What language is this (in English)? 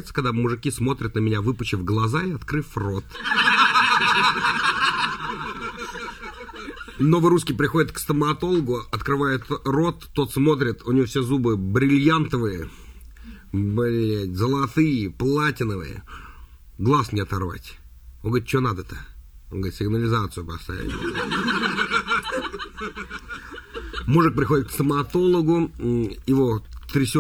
Russian